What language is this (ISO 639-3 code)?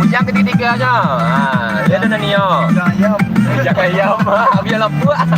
min